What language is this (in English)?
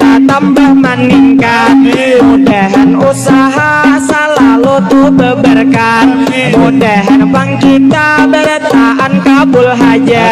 Banjar